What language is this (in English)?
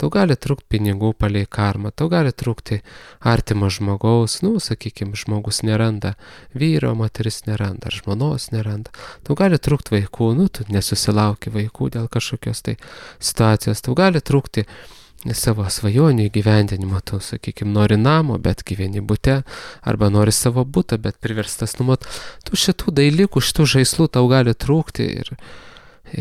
Lithuanian